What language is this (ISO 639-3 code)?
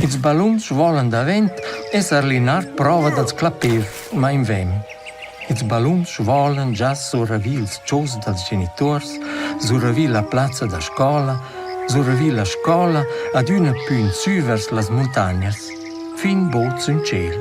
roh